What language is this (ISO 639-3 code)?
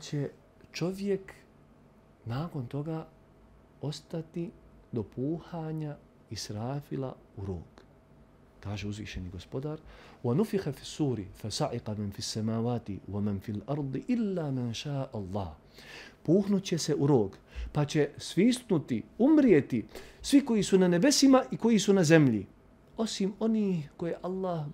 bos